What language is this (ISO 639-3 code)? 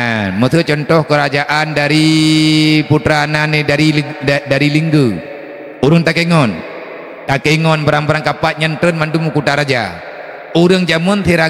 ace